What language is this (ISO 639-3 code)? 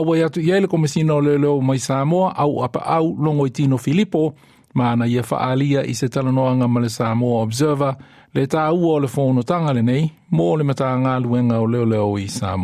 smo